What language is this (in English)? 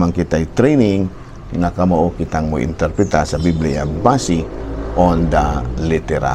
Cebuano